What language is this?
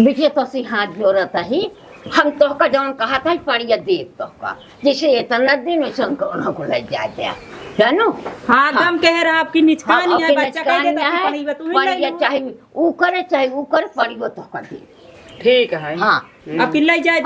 Awadhi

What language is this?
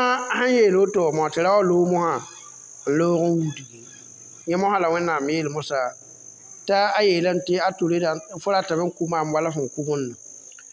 Mossi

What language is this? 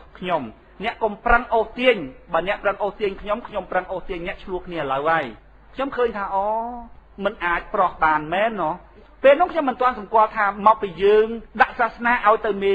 Khmer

